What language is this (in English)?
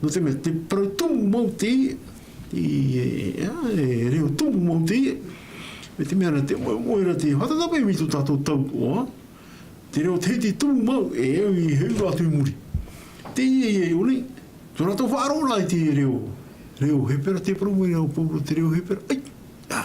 Tahitian